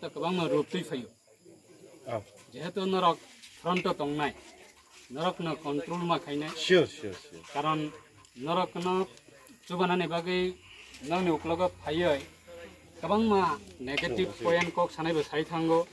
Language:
Kok Borok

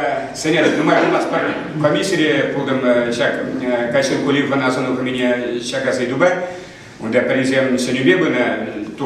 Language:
Chuvash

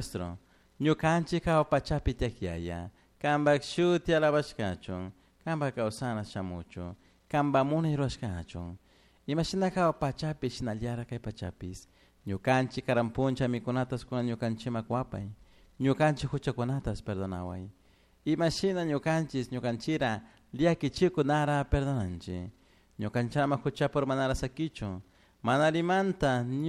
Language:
Chimborazo Highland Quichua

